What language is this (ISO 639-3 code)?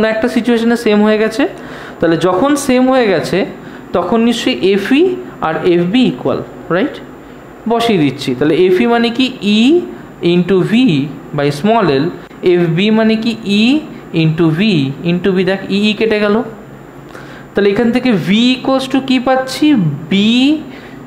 ben